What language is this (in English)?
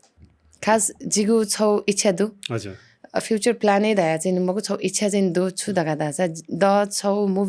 Newari